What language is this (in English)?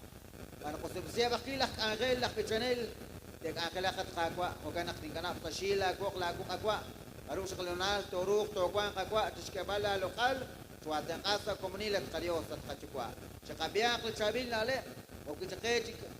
Kekchí